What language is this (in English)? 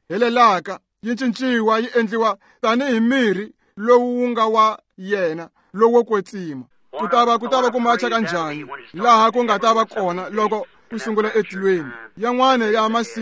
Tsonga